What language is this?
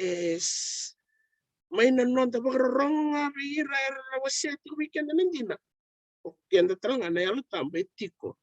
Fijian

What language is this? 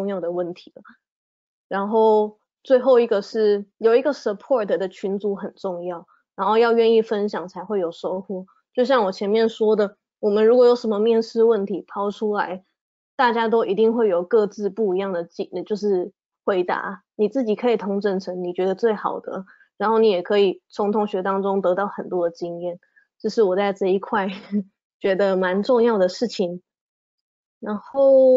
Chinese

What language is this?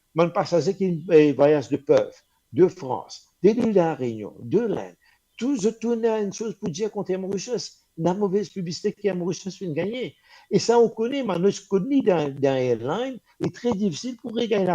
Morisyen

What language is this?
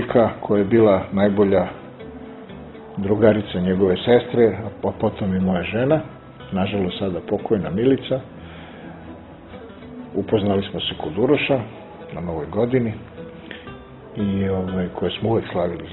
Serbian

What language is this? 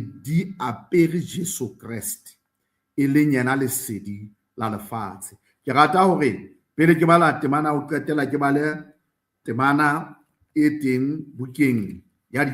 Southern Sotho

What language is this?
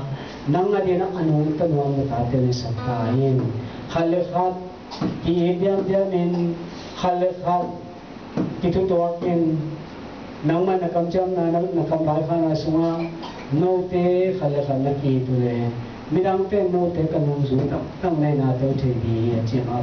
Tedim Chin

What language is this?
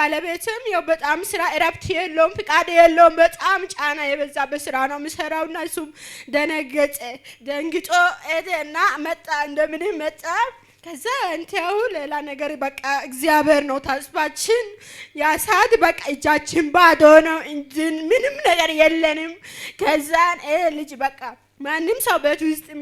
Amharic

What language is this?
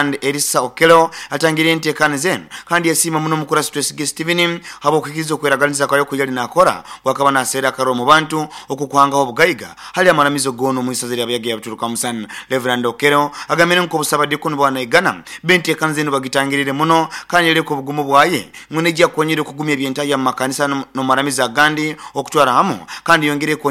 Nyoro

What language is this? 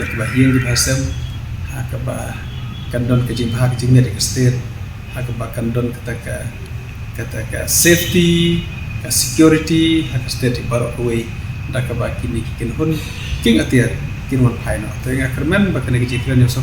Khasi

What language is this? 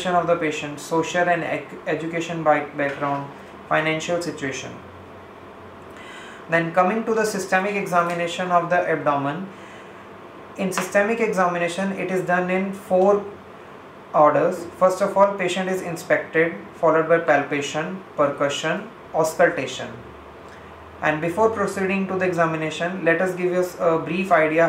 English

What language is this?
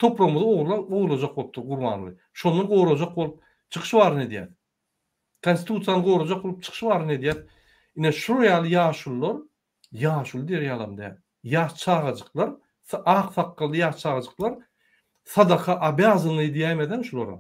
Turkmen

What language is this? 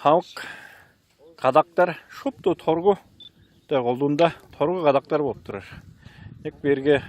Tuvinian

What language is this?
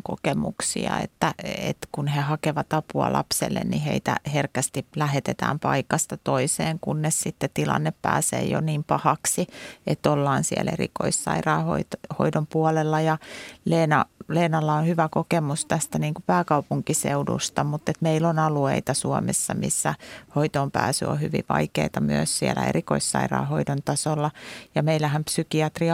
Finnish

